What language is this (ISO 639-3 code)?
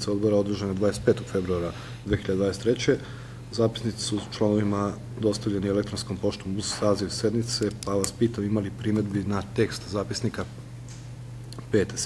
srp